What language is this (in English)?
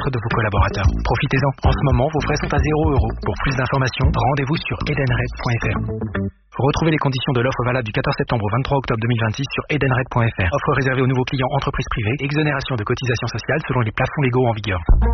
French